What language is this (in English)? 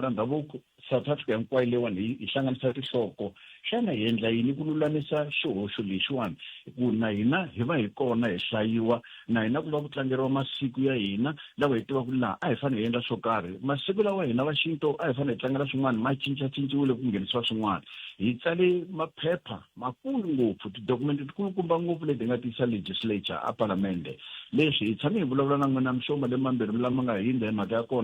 Tsonga